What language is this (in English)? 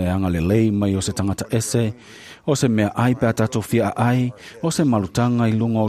Samoan